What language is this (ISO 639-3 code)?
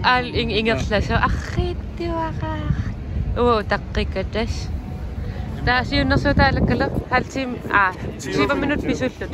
kal